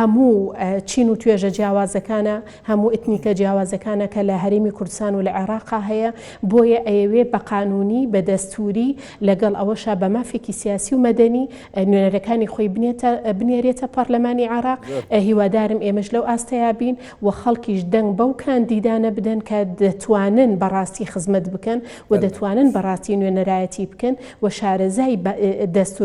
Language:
Central Kurdish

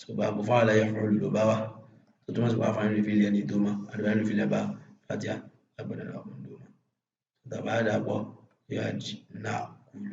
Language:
Yoruba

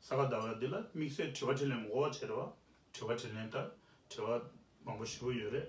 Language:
Tibetan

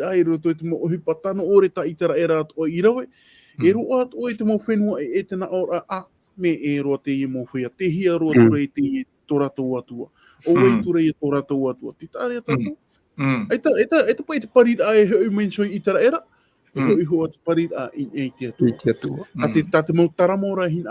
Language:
Tahitian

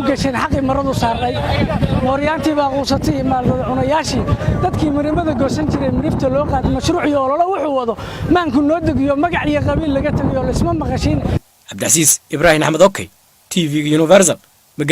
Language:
Somali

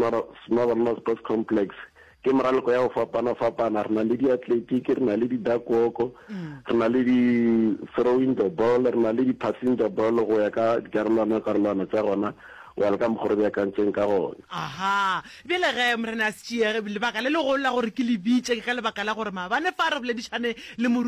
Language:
Northern Sotho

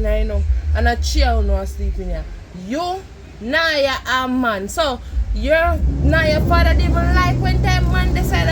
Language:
Jamaican Creole English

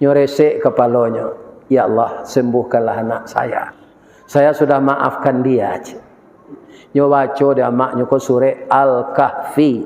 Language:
Minangkabau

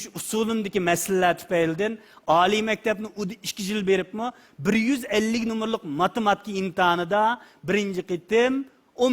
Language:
Uyghur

